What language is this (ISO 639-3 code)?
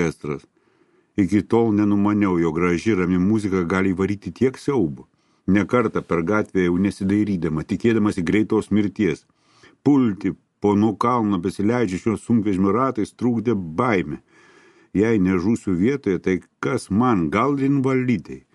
lit